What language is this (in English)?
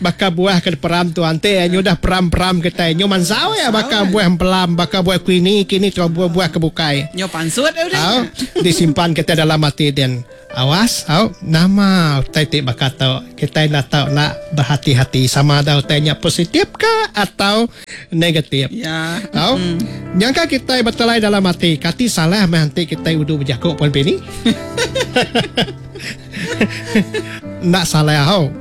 Iban